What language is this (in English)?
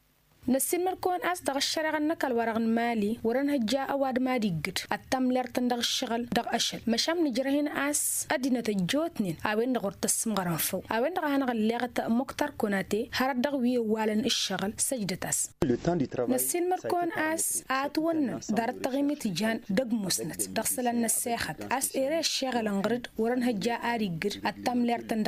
Tamasheq